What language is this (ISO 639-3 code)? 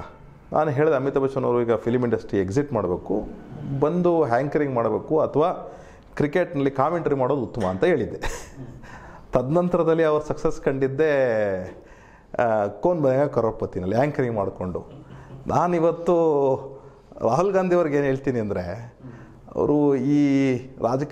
kan